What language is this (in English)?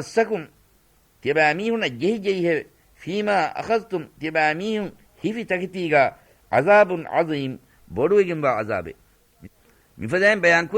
Divehi